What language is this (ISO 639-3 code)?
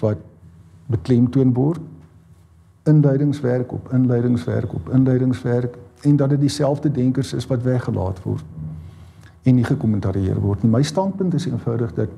afr